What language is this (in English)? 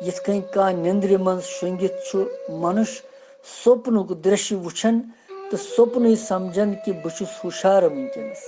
Kashmiri